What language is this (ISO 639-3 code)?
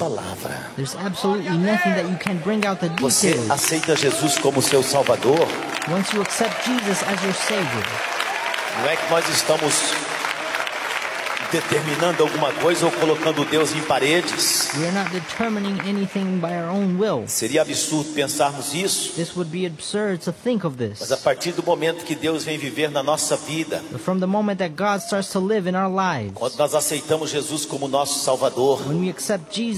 por